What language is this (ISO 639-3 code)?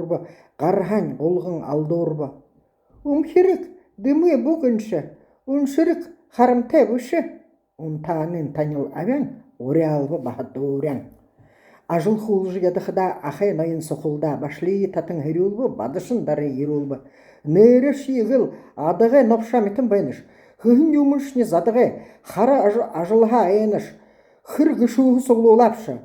bua